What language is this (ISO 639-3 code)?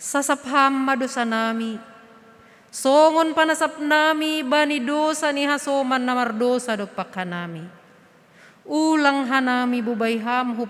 bts